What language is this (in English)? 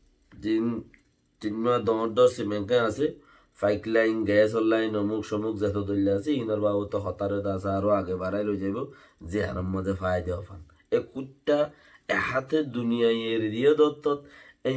Rohingya